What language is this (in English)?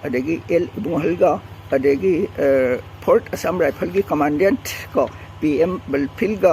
Manipuri